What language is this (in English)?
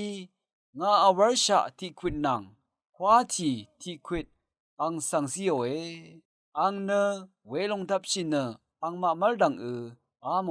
Rawang